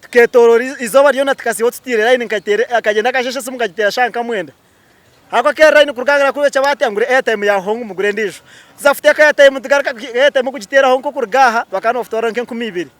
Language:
Nyankole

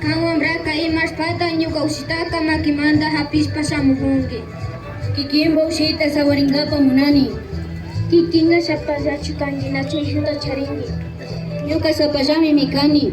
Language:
Imbabura Highland Quichua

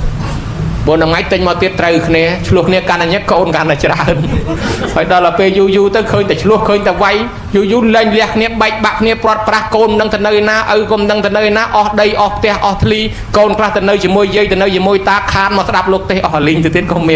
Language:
Khmer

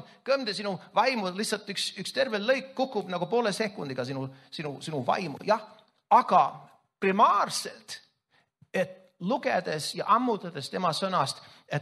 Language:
Estonian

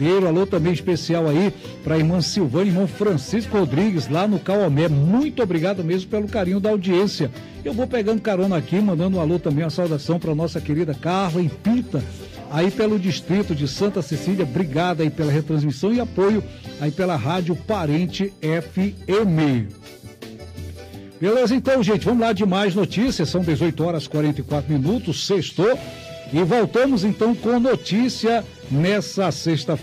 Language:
Portuguese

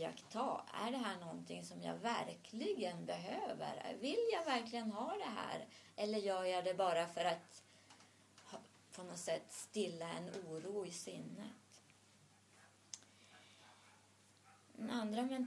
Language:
Swedish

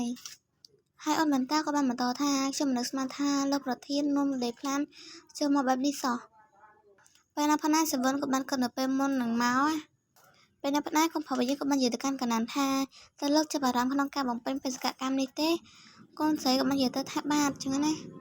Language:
Khmer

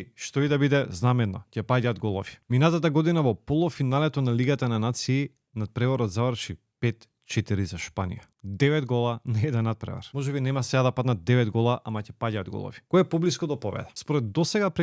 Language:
Macedonian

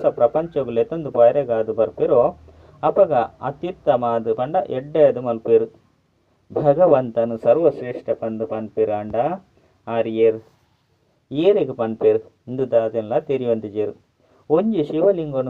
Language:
Tulu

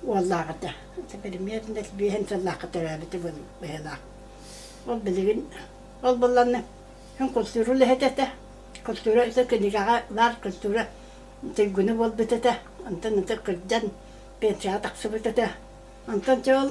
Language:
Yakut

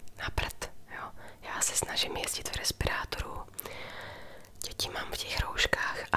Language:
Czech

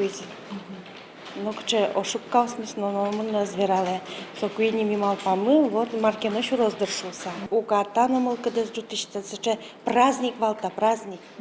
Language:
Udmurt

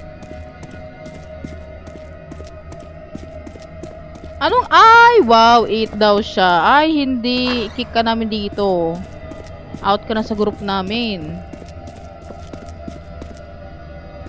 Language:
Filipino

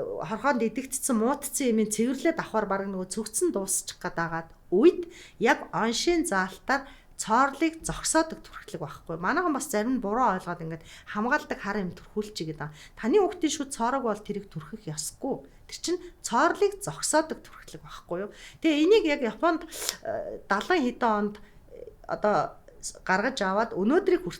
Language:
Mongolian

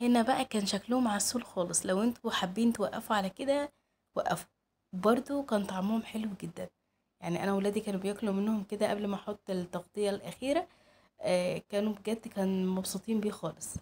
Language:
Egyptian Arabic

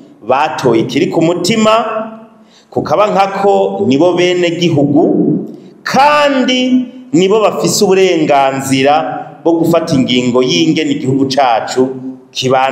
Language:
Rundi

